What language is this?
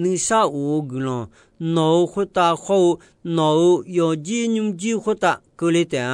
Akha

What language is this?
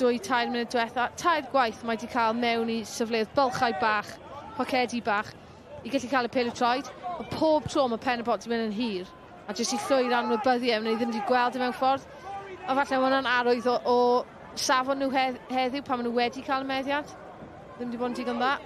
Welsh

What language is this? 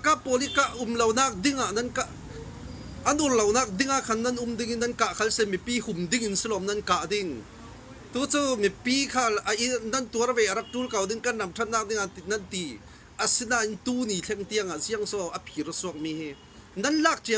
Hakha Chin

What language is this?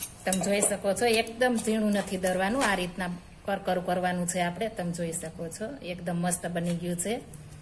Gujarati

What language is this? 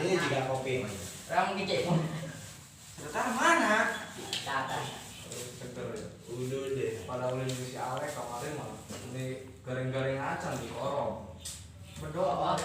Sundanese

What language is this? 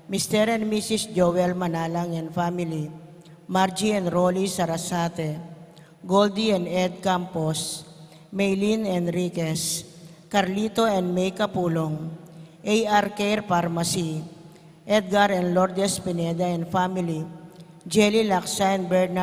Pampanga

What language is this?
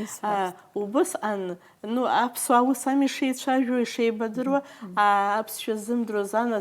Abkhazian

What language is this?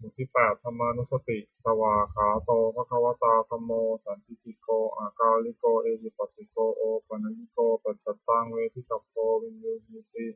Pali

